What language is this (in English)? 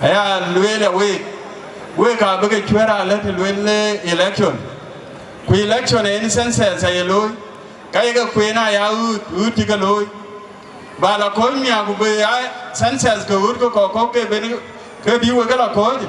Dinka